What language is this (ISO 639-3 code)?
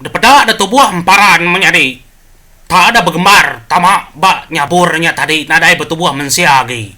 iba